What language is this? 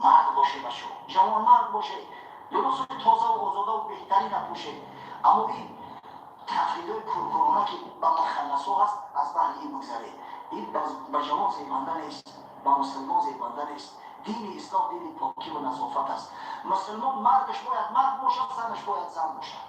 Tajik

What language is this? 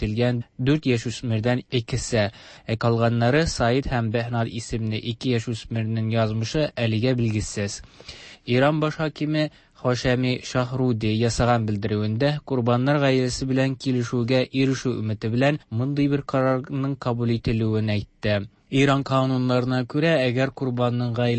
Tatar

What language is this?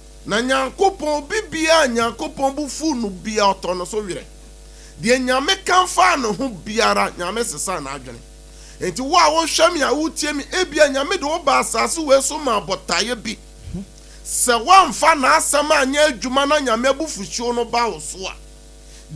Akan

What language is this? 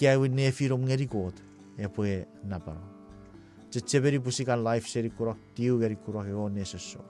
Chuukese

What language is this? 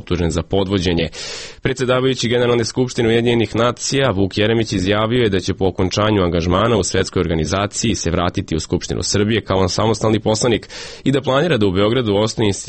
Serbian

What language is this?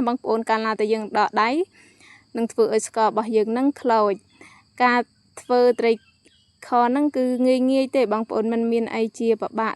Khmer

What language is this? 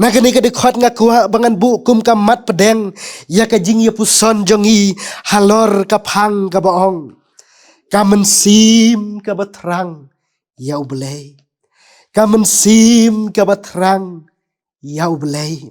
Khasi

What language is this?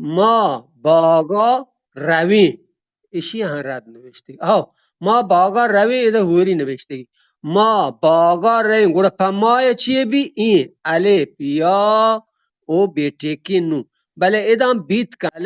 Eastern Balochi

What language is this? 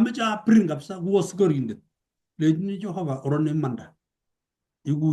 Kalenjin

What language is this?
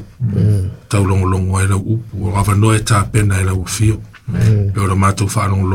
Samoan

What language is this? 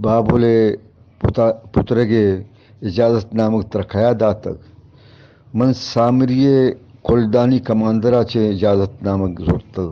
Eastern Balochi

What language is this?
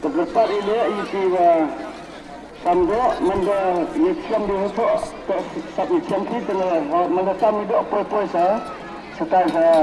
Khasi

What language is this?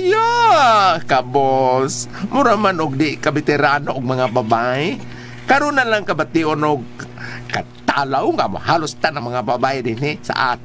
Cebuano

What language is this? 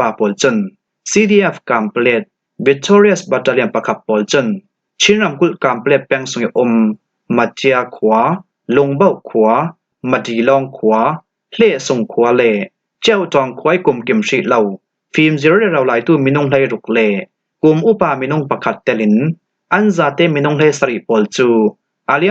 Falam Chin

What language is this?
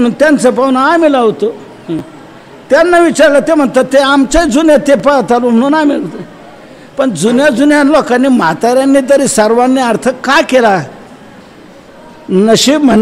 Marathi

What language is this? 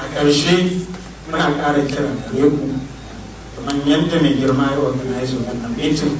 Hausa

